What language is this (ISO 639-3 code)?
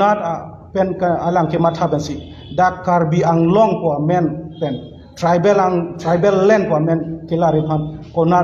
mjw